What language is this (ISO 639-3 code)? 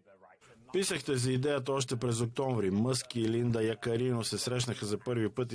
bul